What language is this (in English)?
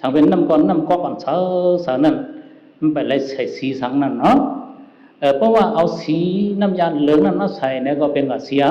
Shan